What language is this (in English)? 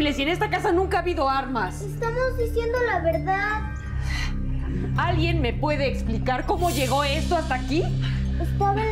Spanish